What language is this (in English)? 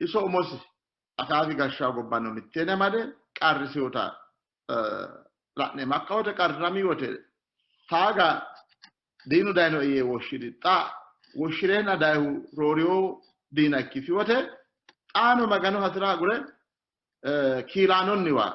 Sidamo